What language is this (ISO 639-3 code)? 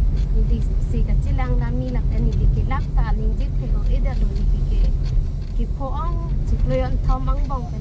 mjw